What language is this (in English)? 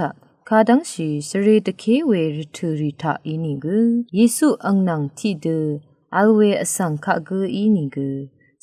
Rawang